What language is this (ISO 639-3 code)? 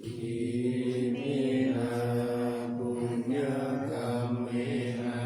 pli